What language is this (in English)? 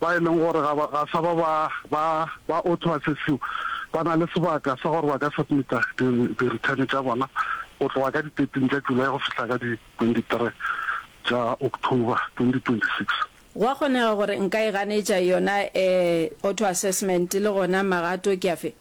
Northern Sotho